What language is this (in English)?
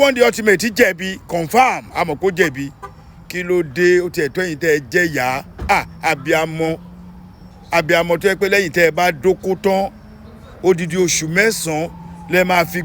Yoruba